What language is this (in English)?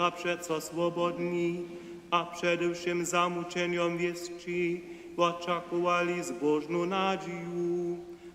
Upper Sorbian